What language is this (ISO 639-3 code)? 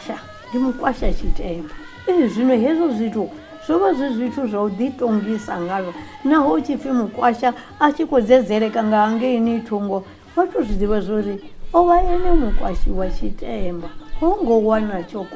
ven